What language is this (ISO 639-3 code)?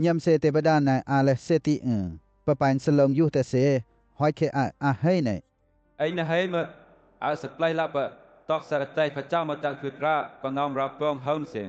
lcp